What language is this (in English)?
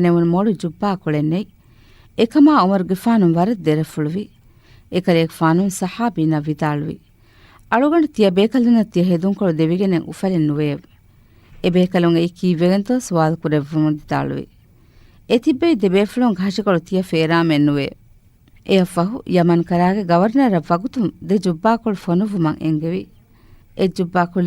Divehi